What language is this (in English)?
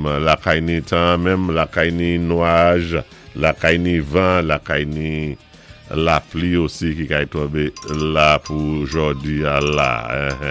Saint Lucian Creole French